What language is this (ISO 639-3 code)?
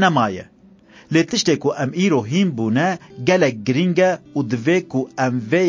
kur